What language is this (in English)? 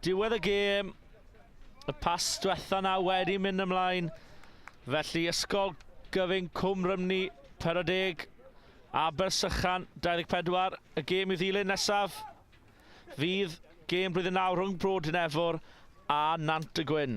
Welsh